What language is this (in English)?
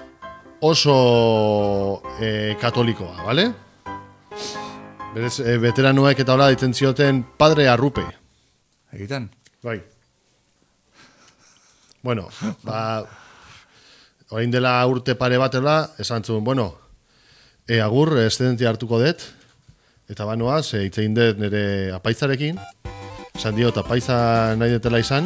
Basque